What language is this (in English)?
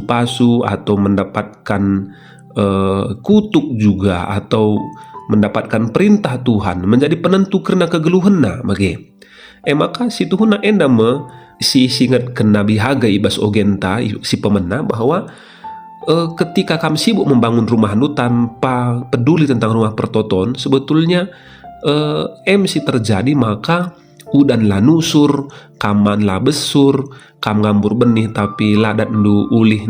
Batak Karo